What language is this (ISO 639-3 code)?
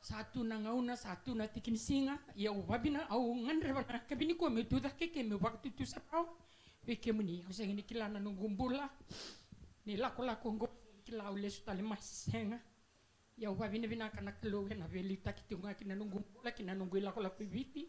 fij